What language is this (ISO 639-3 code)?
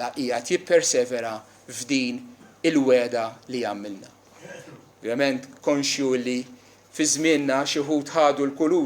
mlt